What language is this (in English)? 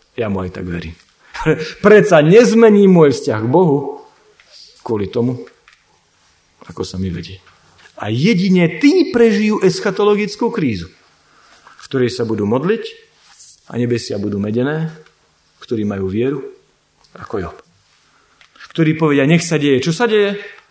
Slovak